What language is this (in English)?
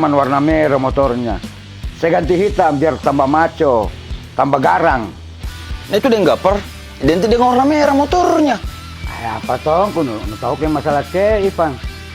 Makassar Malay